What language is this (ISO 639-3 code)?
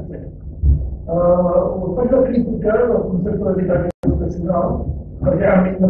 cat